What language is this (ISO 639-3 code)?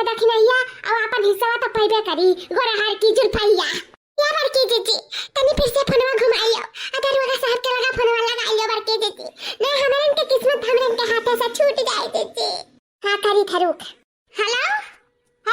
awa